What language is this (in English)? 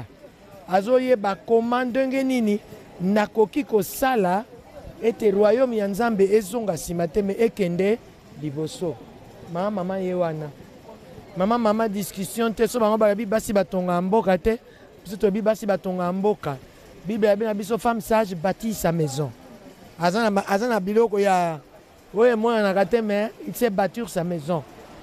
Lingala